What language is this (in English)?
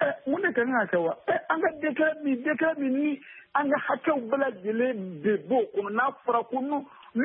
Bambara